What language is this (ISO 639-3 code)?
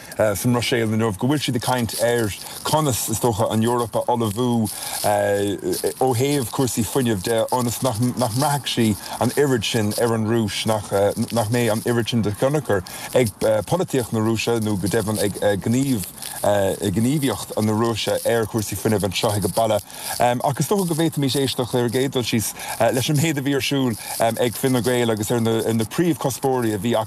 gle